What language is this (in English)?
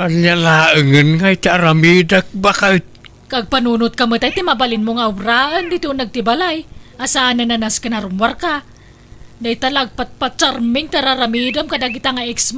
Iloko